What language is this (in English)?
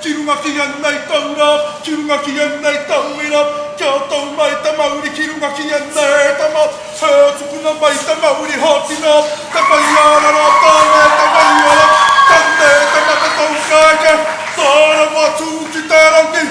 Māori